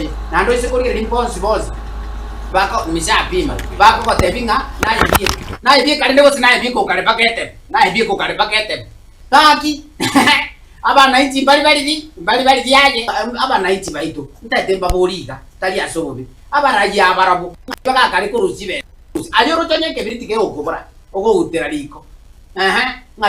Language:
Gusii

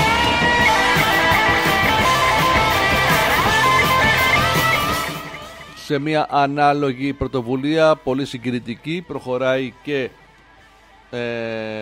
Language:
Greek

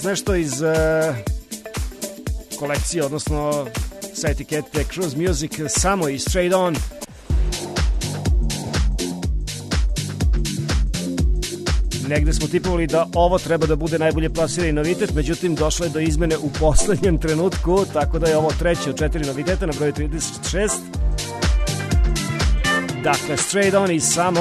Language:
Serbian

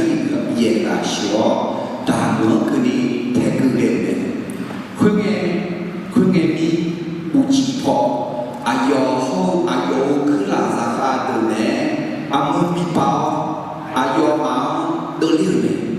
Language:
Akha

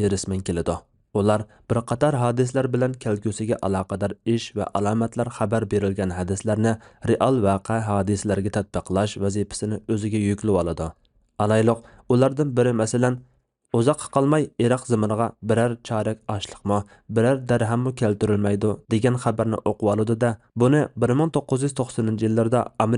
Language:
Uyghur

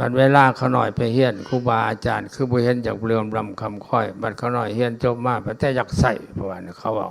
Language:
Lao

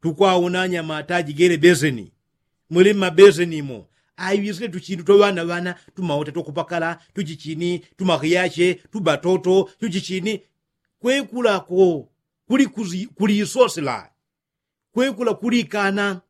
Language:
Yao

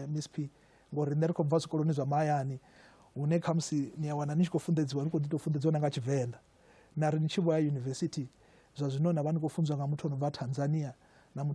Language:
Venda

